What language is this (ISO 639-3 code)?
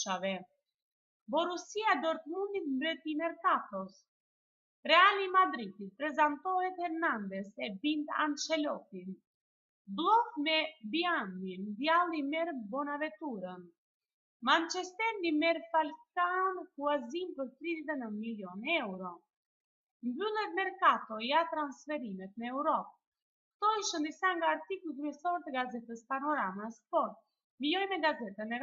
sqi